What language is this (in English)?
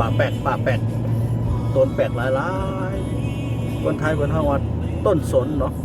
Shan